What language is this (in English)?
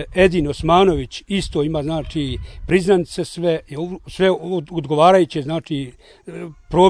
Bosnian